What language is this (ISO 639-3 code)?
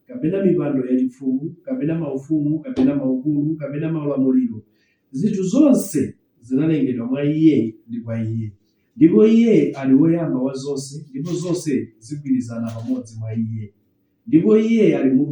nya